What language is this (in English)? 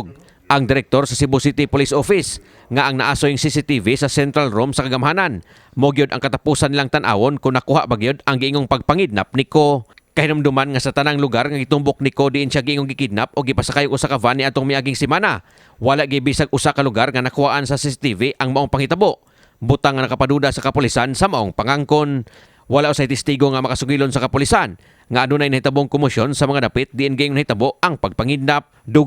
Cebuano